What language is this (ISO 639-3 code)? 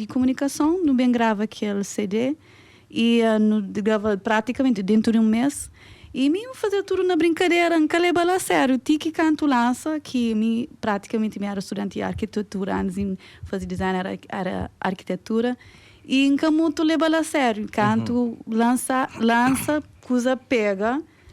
kea